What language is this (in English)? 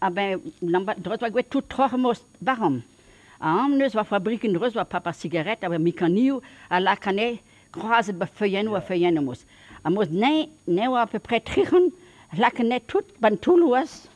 Breton